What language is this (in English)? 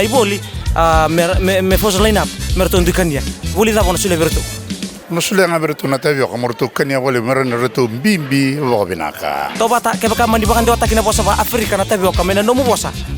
Fijian